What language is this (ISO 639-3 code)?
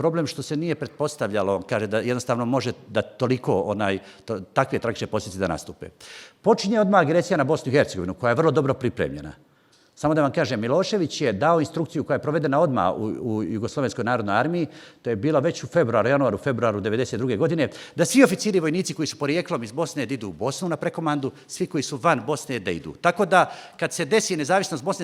bos